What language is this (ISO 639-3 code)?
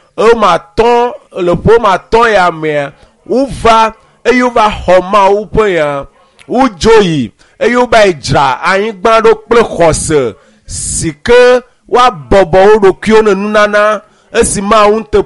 ewe